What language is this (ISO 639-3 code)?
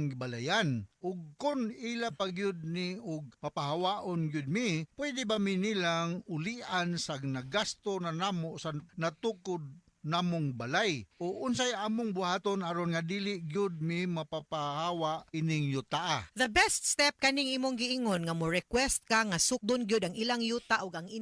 ceb